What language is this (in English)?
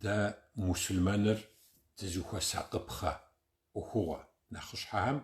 Kabardian